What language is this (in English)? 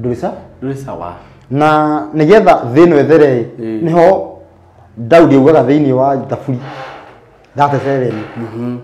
Kikuyu